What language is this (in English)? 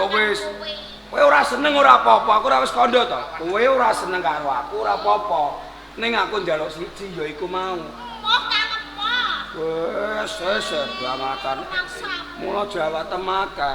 Javanese